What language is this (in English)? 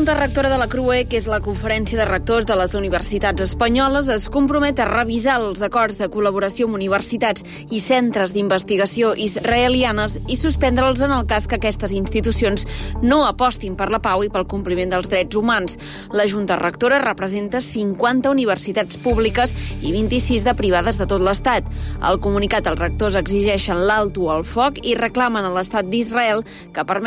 Catalan